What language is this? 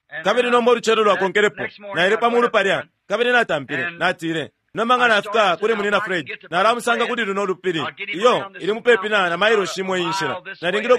Bemba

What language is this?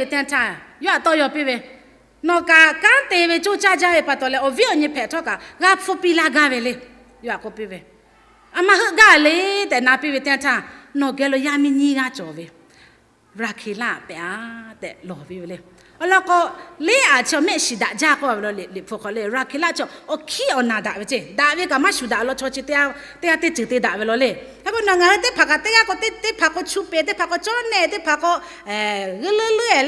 Lahu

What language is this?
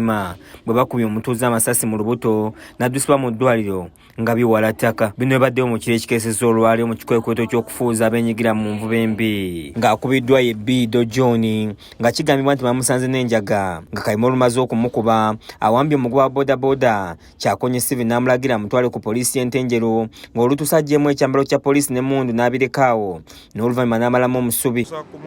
Ganda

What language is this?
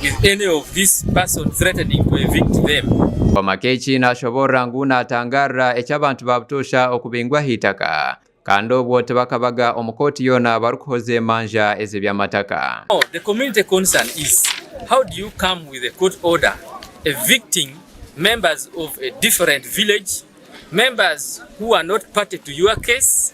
Nyankole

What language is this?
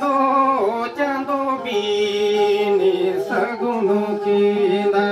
Santali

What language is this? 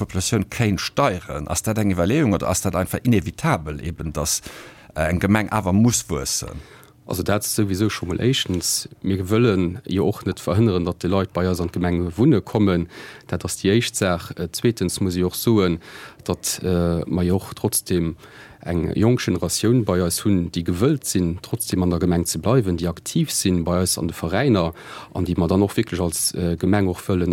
Luxembourgish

